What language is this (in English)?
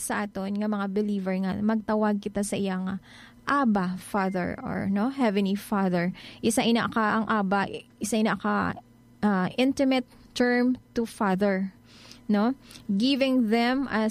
Hiligaynon